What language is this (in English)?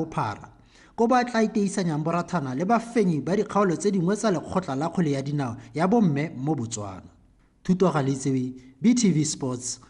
Tswana